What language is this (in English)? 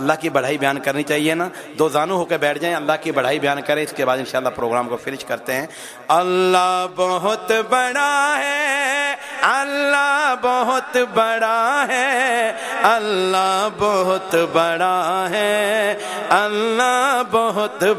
Urdu